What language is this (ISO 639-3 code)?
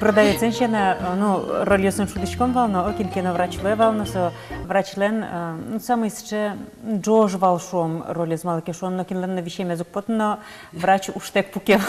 udm